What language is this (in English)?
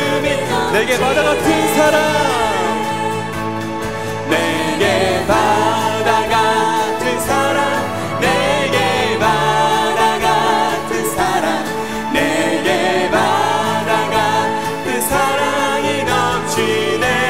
Korean